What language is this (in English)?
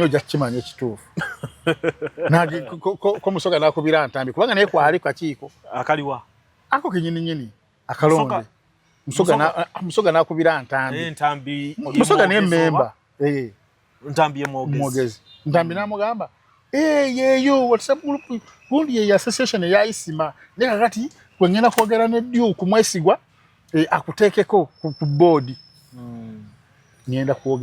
Ganda